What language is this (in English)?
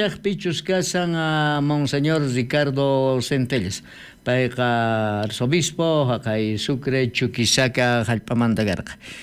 South Bolivian Quechua